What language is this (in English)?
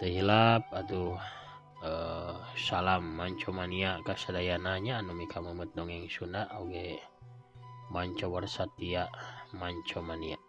Sundanese